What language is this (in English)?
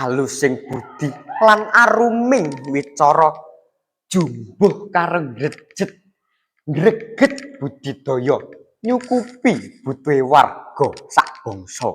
Javanese